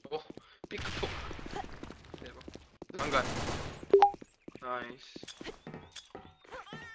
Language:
Korean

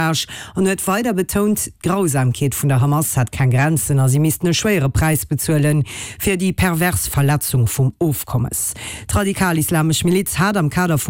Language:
Luxembourgish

